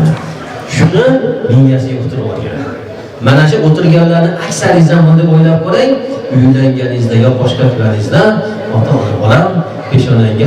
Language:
Uzbek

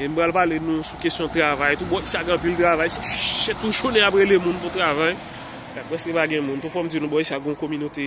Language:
Haitian Creole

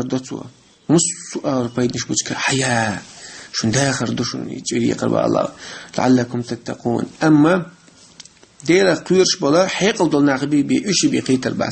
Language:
Chechen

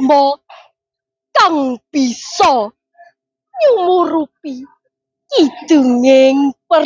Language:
Javanese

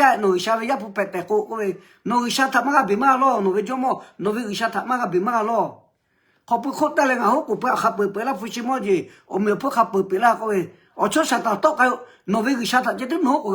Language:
Lahu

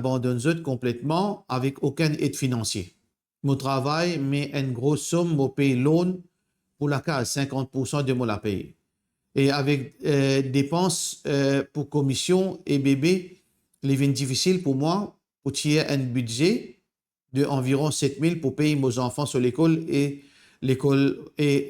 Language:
Morisyen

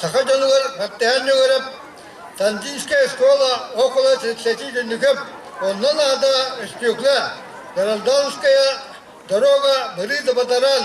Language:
Yakut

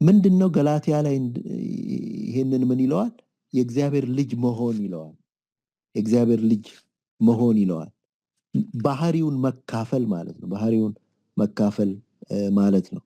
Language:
Amharic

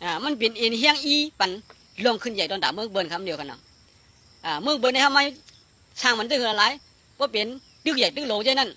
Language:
Shan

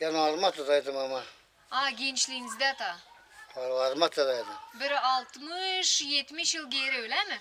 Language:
Gagauz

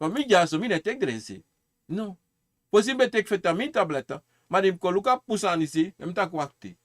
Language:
Sranan Tongo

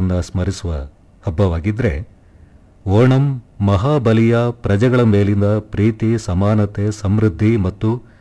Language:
Kannada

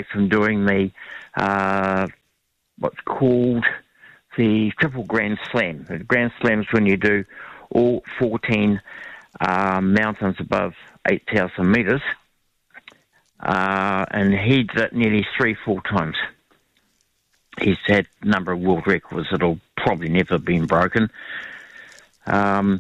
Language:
English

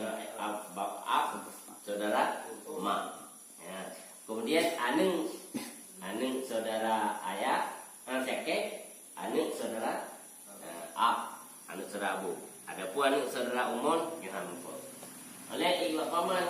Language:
Achinese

